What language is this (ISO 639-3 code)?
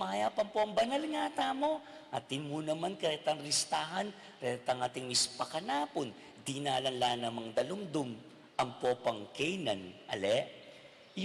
pam